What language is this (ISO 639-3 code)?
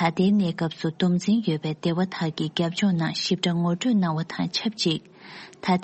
bod